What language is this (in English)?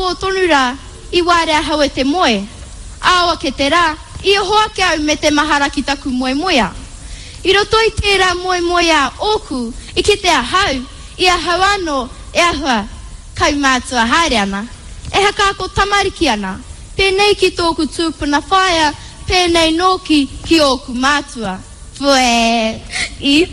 Māori